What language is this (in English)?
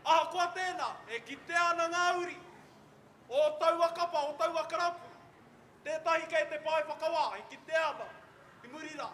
Māori